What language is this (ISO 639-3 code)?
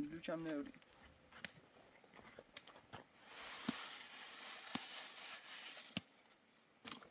fas